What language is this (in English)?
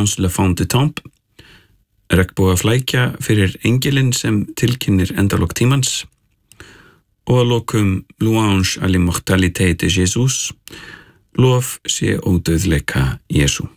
Icelandic